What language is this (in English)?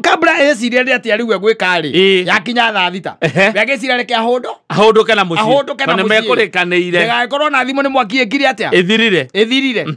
Kikuyu